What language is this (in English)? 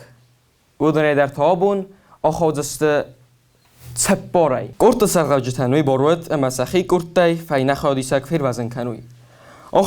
Ossetic